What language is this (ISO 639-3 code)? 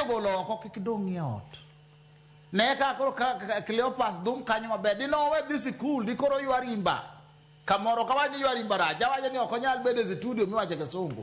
luo